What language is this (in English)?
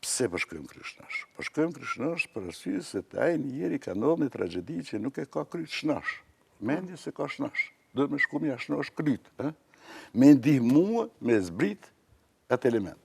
Albanian